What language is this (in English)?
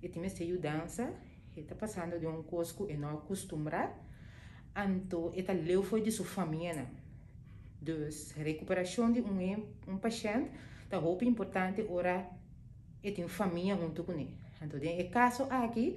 Papiamento